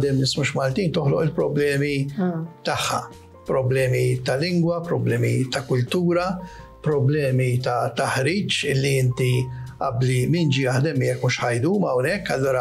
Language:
Maltese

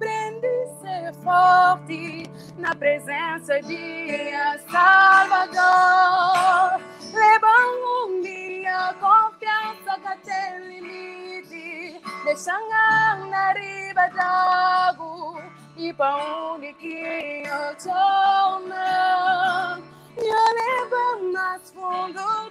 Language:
Kabuverdianu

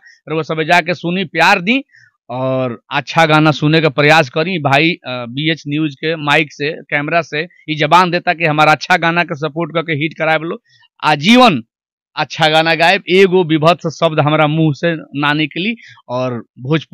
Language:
Bhojpuri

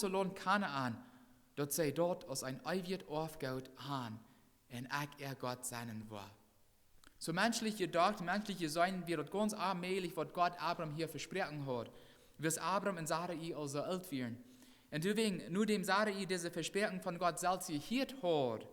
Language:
Plautdietsch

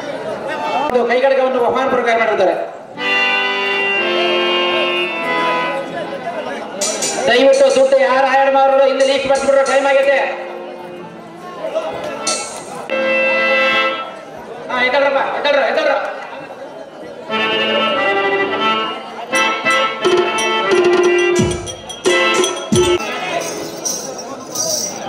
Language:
Kannada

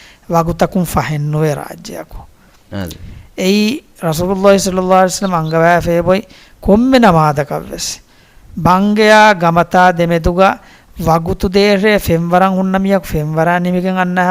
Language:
Divehi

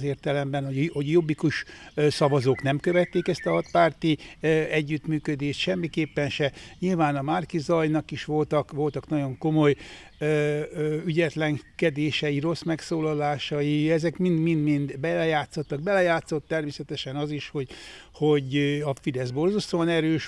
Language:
Hungarian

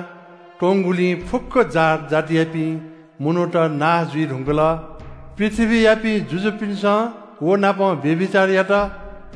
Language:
Newari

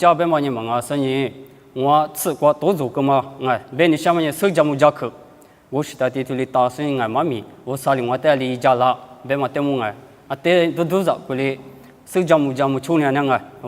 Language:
Lisu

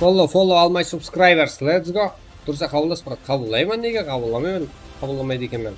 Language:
Kara-Kalpak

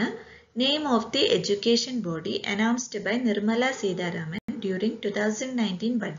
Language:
Malayalam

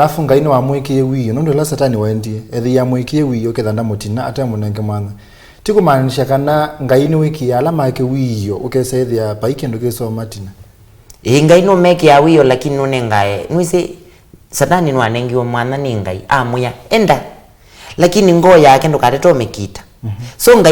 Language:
Kamba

